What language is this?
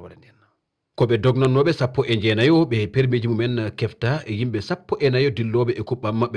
Fula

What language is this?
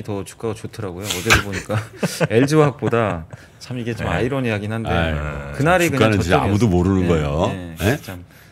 Korean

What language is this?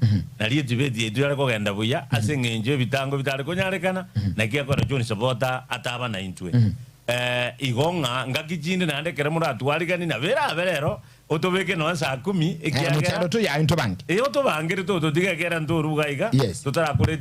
Gusii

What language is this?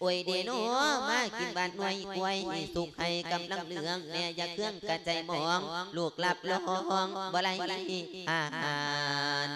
Lao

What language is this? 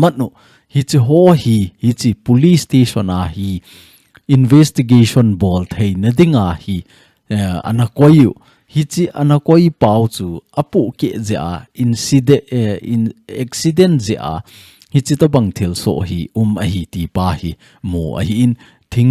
Thado Chin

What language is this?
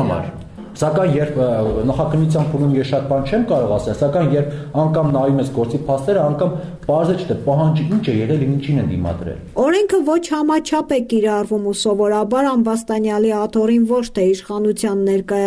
Armenian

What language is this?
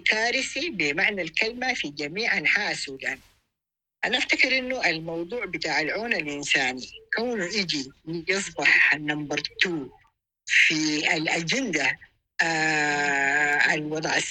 Sudanese Arabic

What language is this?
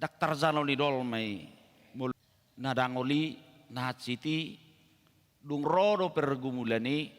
Batak Toba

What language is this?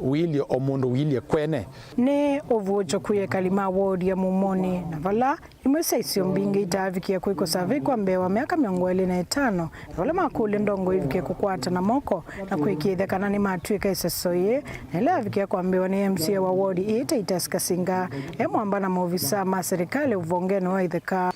Kamba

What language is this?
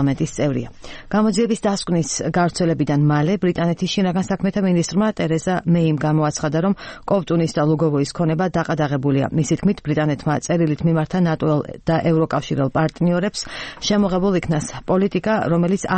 Georgian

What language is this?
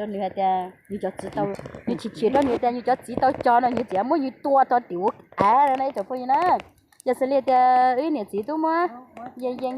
Hmong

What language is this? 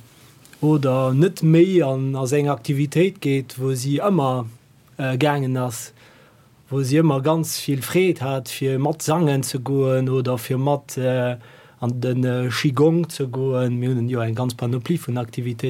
Luxembourgish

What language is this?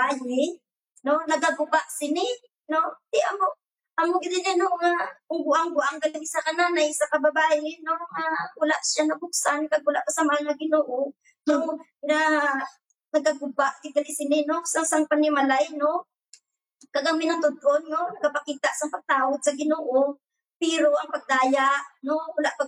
Hiligaynon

